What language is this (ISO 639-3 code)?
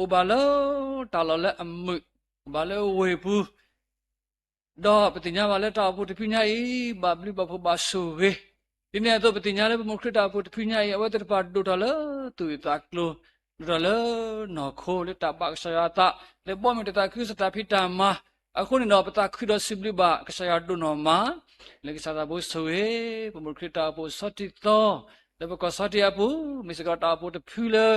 ksw